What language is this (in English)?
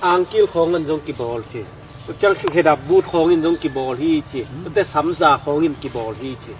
Tedim Chin